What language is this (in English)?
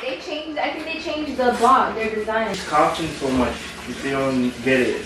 Jamaican Creole English